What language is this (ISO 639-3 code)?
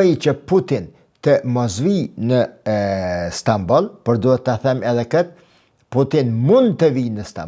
sqi